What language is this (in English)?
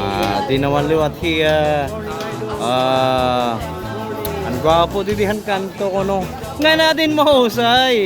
Waray